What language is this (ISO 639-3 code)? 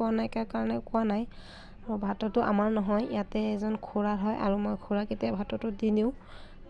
asm